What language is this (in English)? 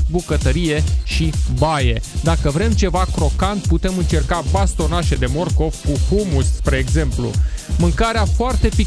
Romanian